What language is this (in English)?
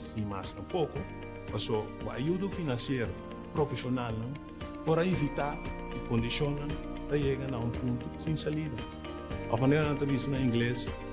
Papiamento